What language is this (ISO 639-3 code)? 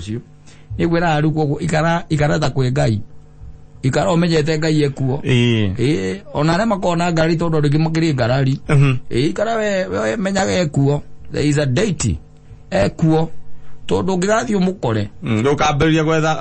kik